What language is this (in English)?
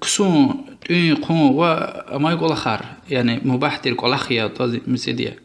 Lezghian